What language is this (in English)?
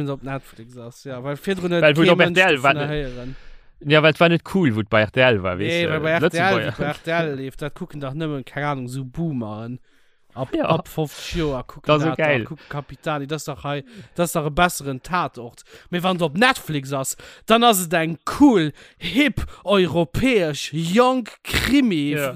Luxembourgish